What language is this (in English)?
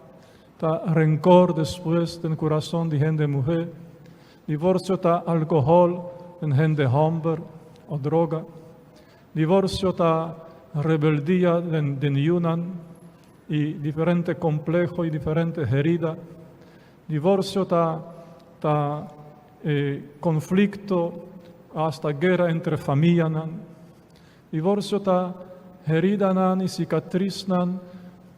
Papiamento